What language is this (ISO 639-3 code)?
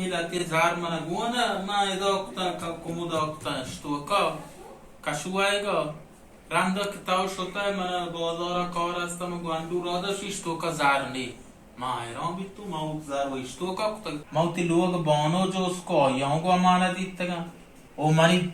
bal